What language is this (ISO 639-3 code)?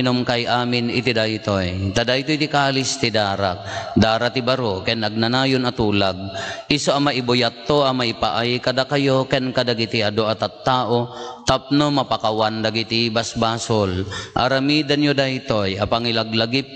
ilo